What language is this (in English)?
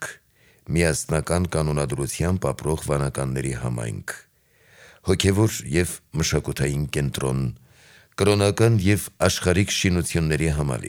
Armenian